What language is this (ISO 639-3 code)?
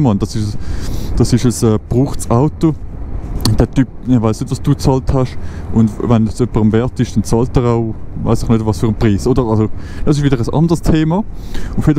gsw